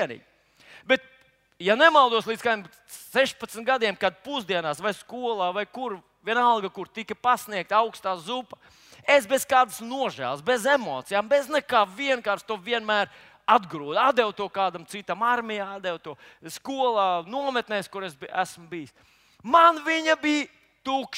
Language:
Latvian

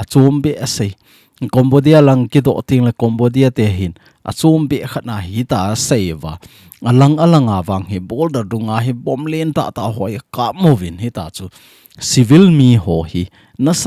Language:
Thado Chin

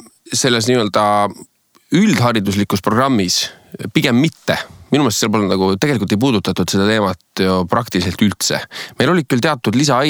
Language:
Estonian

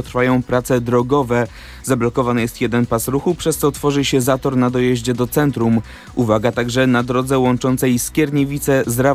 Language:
Polish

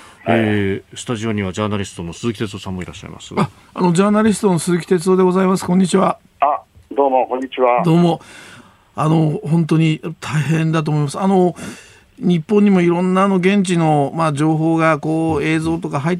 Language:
Japanese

